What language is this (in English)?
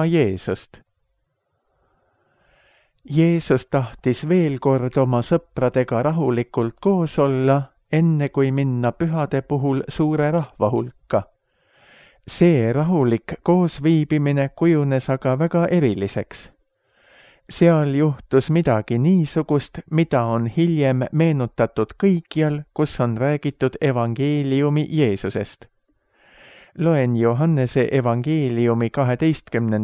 Estonian